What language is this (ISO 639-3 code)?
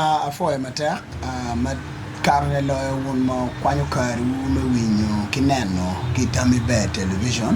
ach